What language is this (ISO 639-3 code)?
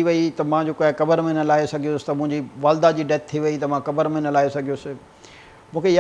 snd